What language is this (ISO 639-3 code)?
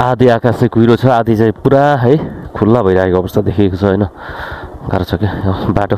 nep